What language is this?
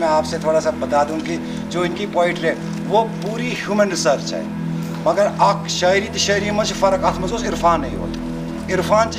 Kashmiri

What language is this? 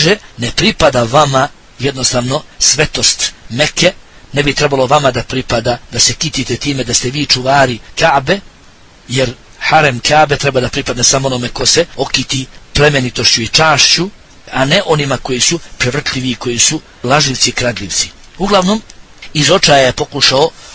Bosnian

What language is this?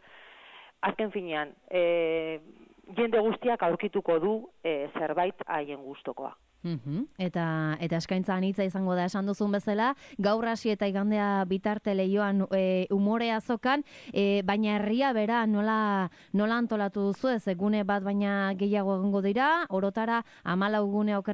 Basque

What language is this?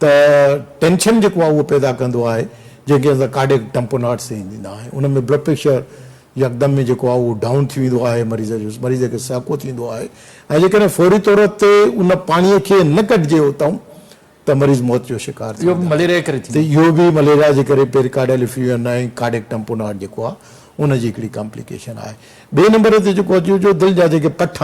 Sindhi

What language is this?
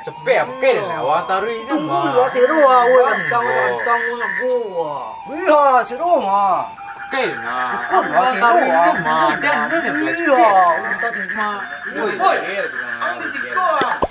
Minangkabau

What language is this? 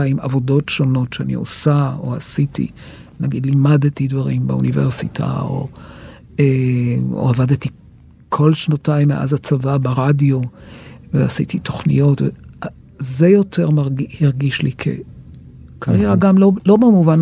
Hebrew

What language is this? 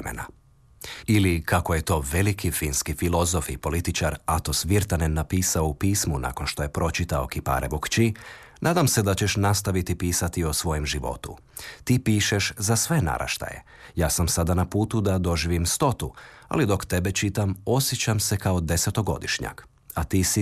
Croatian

